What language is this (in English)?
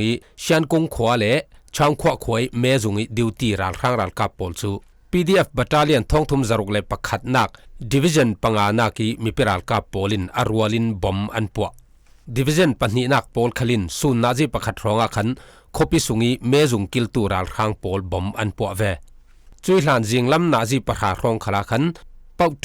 Falam Chin